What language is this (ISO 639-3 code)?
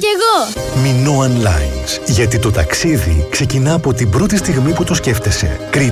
ell